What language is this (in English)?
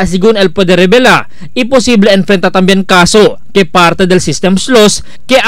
Chavacano